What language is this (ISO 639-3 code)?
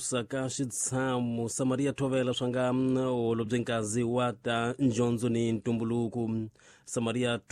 tso